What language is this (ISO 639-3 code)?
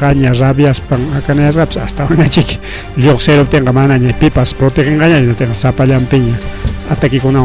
quy